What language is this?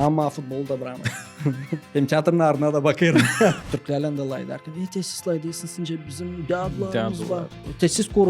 Gagauz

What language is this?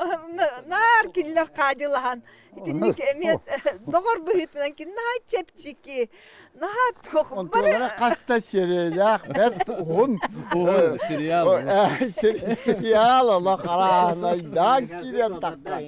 Yakut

